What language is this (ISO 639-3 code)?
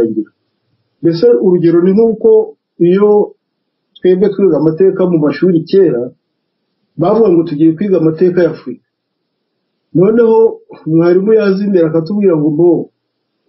kin